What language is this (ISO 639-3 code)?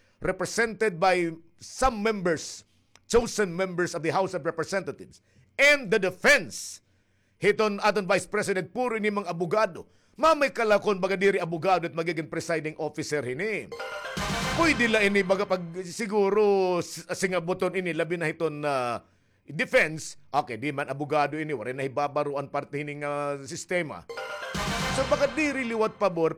war